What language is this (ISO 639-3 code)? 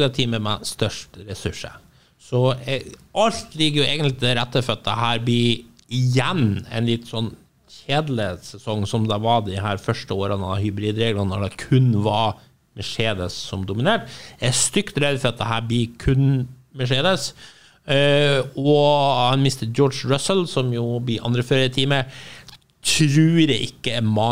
nor